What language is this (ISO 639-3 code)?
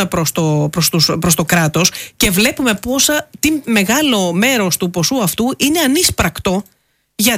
ell